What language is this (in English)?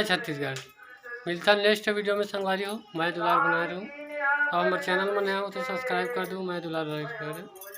Chhattisgarhi